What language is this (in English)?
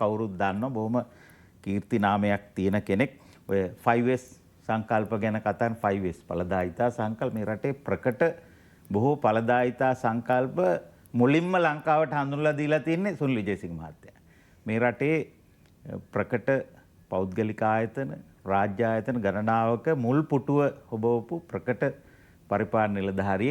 Sinhala